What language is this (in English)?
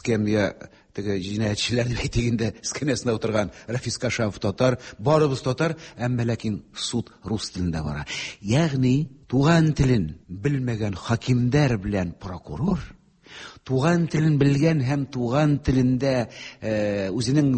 Tatar